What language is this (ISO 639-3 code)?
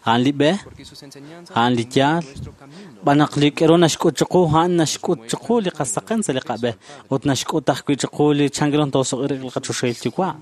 kek